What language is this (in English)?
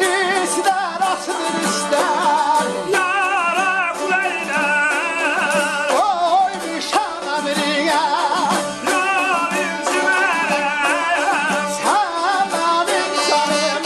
South Azerbaijani